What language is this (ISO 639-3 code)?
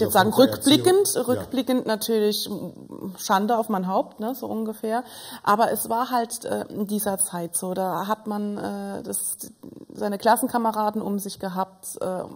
deu